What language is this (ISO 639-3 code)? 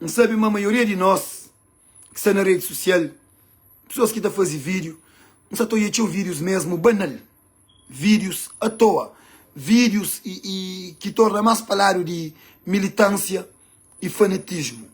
kea